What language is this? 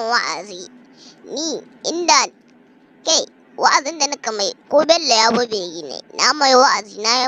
Hausa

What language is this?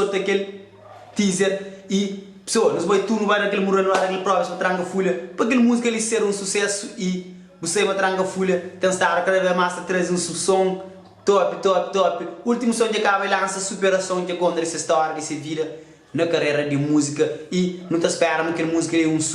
Kabuverdianu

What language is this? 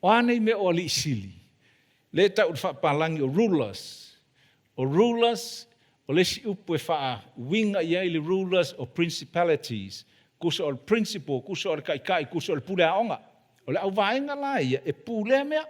Samoan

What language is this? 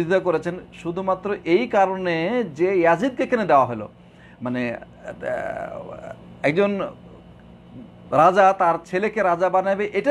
Bangla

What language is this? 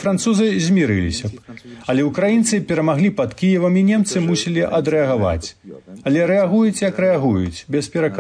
Belarusian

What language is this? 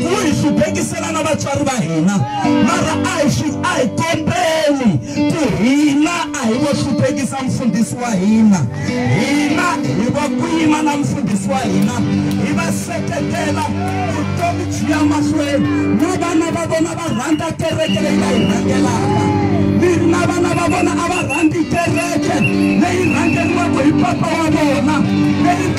Tsonga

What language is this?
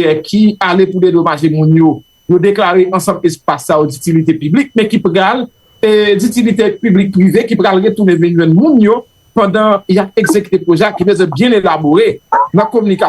Haitian Creole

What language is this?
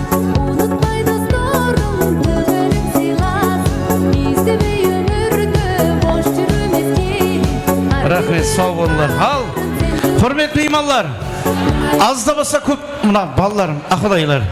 Kara-Kalpak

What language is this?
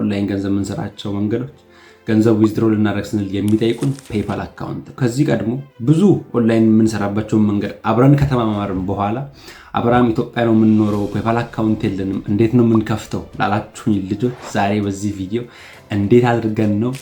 Amharic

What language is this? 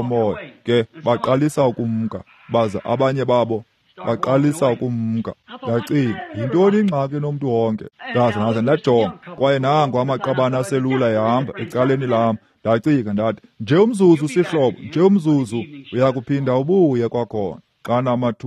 Xhosa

